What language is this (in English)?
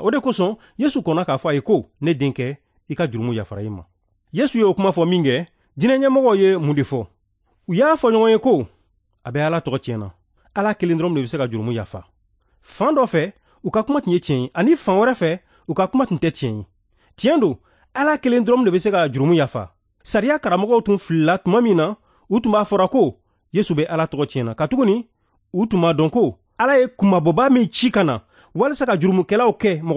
Bambara